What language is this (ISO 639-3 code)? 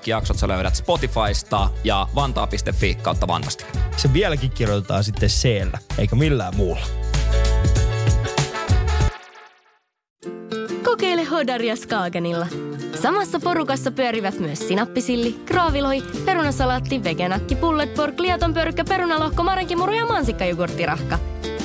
fin